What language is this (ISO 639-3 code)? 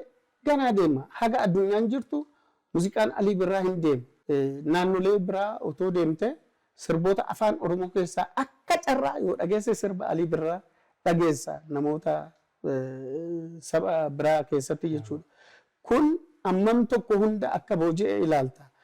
orm